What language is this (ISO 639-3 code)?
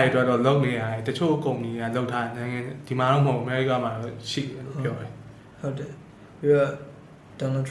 mya